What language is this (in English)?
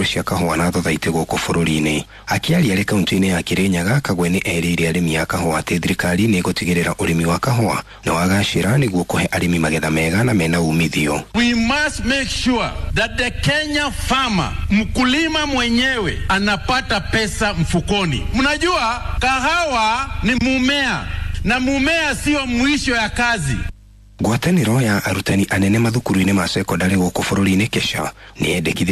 Kikuyu